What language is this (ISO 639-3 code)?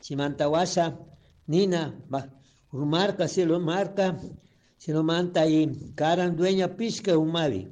qug